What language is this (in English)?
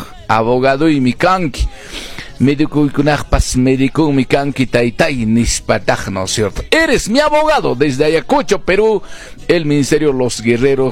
Quechua